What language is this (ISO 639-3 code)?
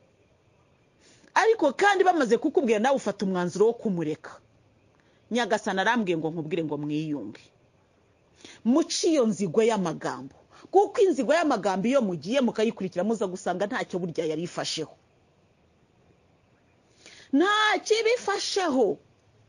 kin